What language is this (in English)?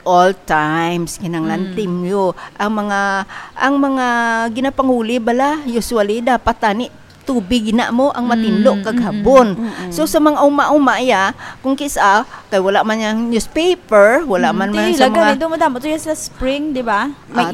Hiligaynon